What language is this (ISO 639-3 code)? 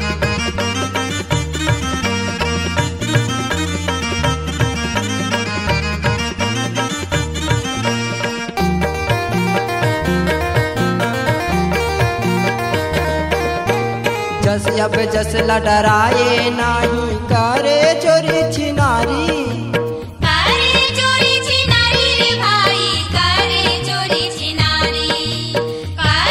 hne